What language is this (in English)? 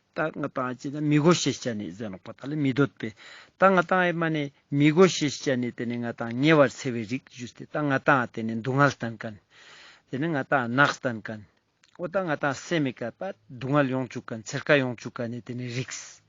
Ladakhi